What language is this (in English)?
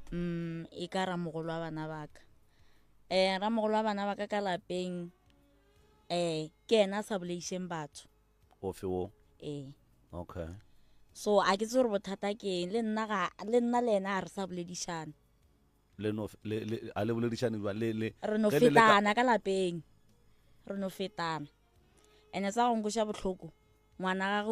Northern Sotho